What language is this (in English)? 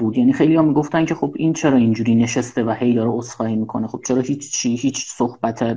Persian